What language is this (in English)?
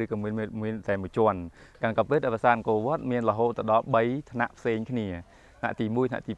Khmer